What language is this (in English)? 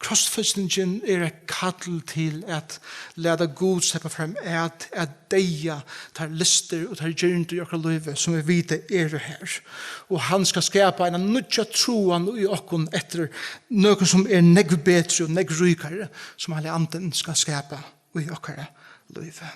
Faroese